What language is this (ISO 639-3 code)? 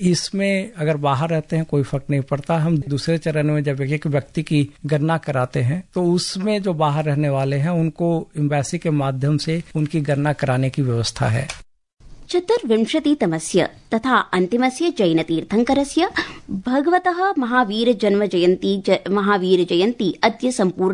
san